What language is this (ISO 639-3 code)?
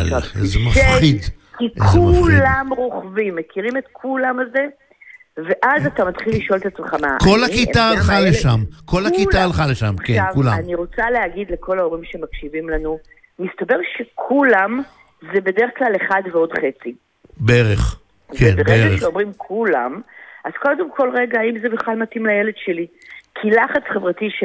heb